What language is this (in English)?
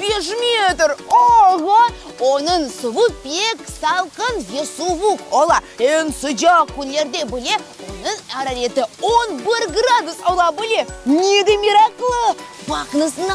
Crimean Tatar